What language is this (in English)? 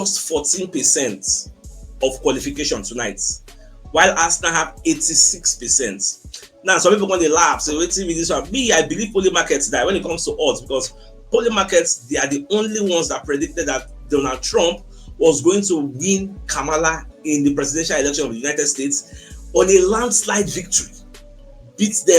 Nigerian Pidgin